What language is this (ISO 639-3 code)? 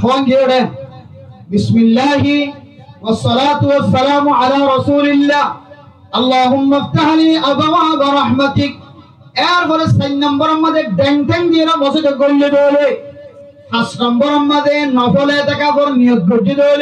rhg